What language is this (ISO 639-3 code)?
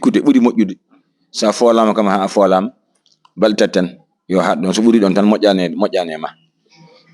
ful